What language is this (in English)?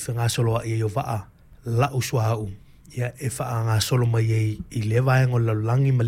Samoan